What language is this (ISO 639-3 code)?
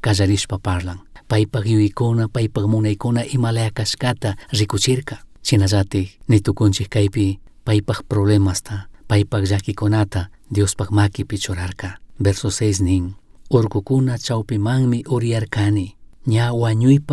qug